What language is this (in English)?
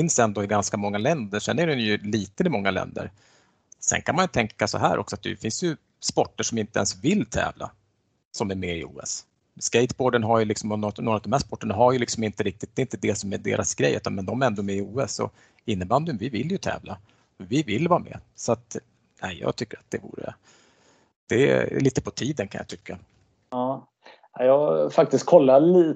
Swedish